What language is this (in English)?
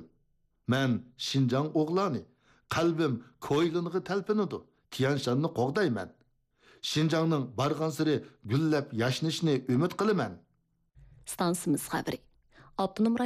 Uyghur